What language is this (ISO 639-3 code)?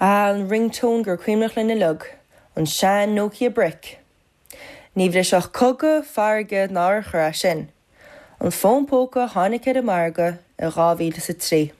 gle